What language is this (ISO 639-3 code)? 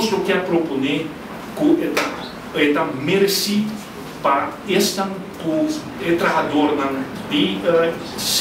pap